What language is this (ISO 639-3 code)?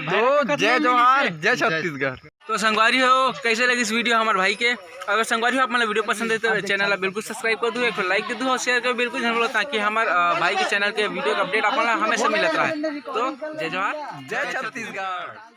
hne